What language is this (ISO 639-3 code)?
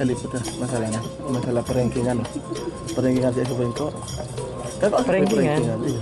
mad